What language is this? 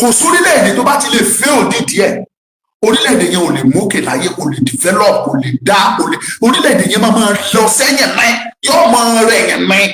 Yoruba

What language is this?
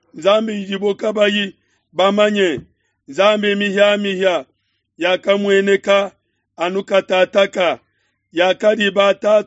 Luba-Lulua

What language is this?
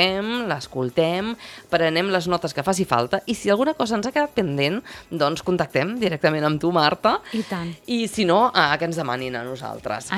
Catalan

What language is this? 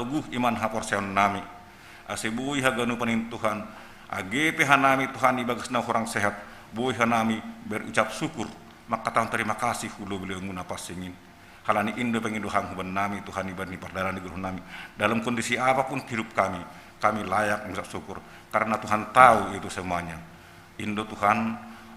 Batak Simalungun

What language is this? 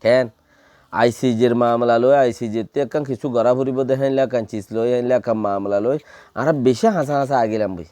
Rohingya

